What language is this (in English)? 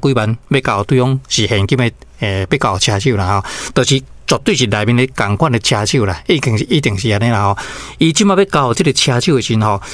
Min Nan Chinese